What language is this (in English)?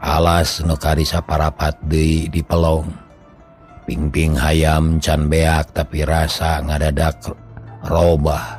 Sundanese